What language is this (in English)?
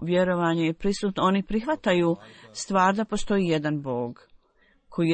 Bosnian